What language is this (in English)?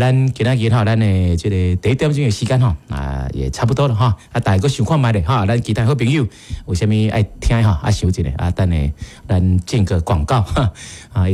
Min Nan Chinese